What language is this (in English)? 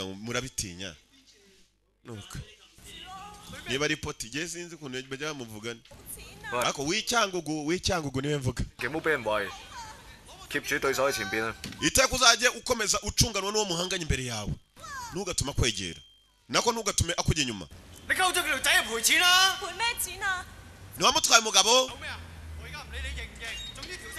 Kinyarwanda